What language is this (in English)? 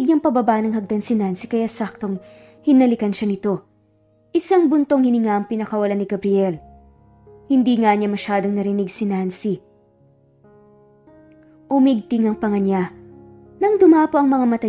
Filipino